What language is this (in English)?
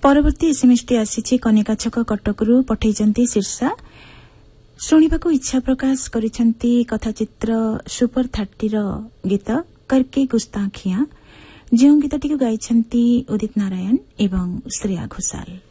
Odia